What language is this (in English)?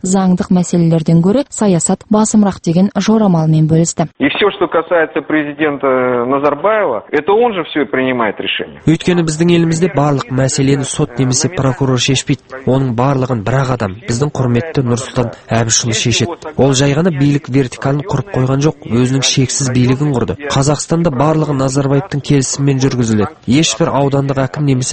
Kazakh